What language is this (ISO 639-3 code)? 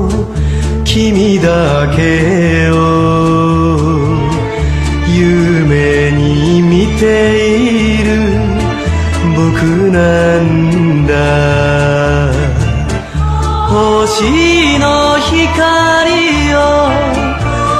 jpn